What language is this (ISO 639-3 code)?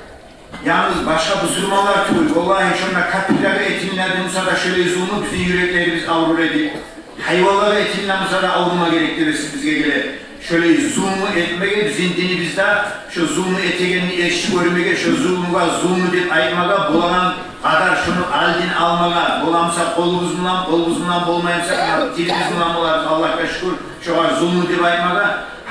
kum